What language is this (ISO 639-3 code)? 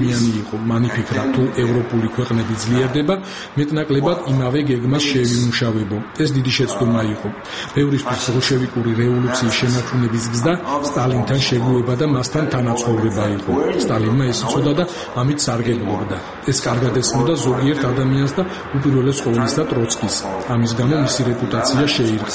kat